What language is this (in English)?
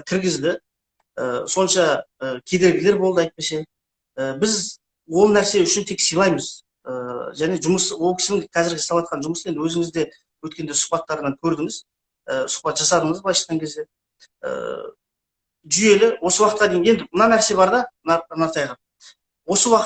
Kazakh